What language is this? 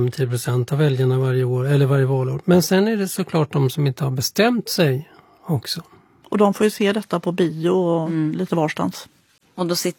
Swedish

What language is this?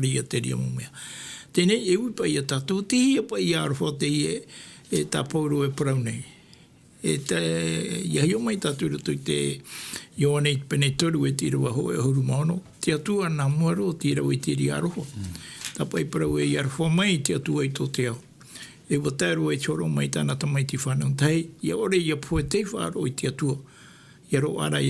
Tahitian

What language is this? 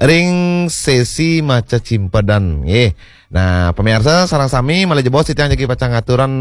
Balinese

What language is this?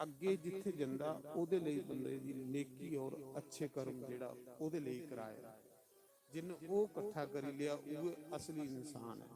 Dogri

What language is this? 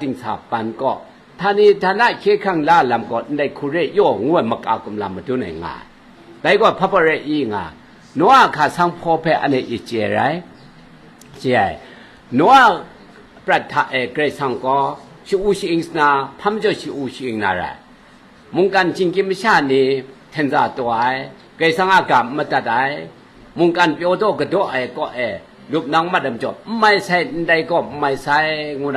Kachin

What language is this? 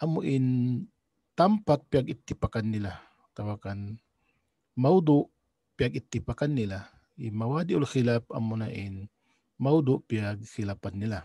Tausug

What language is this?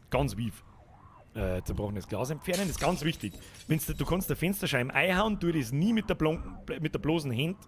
Bavarian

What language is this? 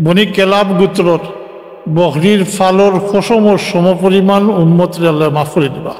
Sylheti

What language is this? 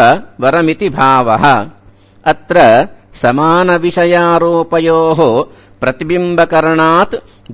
Sanskrit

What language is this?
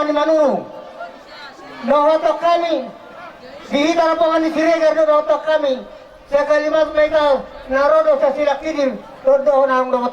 Batak Toba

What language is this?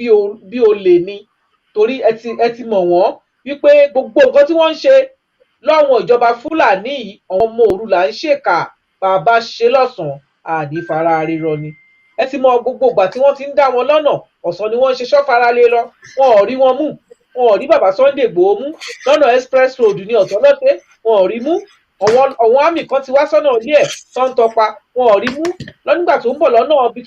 Yoruba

